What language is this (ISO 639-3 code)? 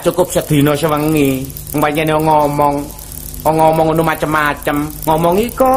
jav